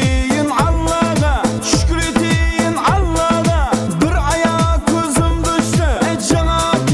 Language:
Kara-Kalpak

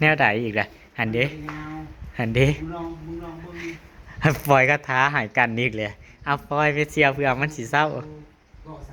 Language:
Northeastern Thai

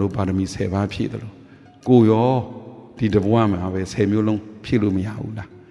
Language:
Burmese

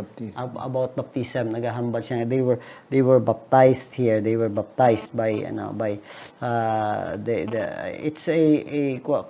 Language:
Hiligaynon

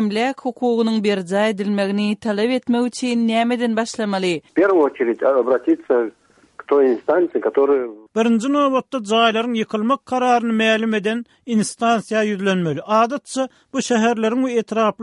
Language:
Turkmen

